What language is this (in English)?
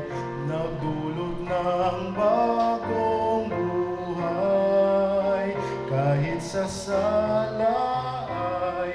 Hiligaynon